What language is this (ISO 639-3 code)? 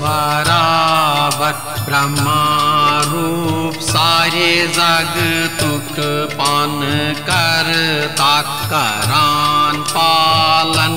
kas